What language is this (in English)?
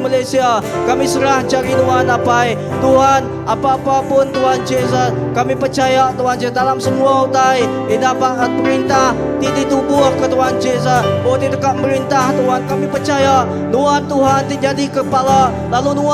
Iban